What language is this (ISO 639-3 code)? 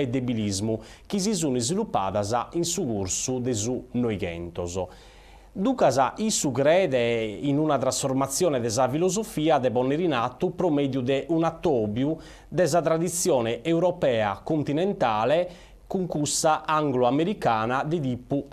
srd